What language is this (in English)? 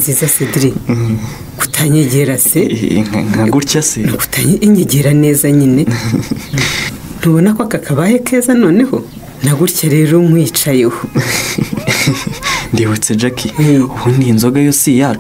Kinyarwanda